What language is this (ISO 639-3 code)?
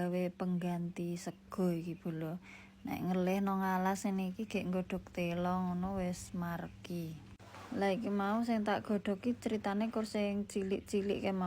jav